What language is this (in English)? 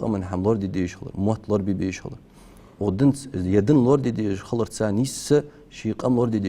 Ingush